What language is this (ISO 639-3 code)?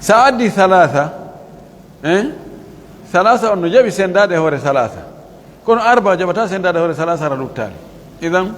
fuf